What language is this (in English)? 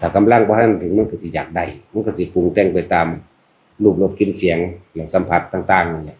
Northeastern Thai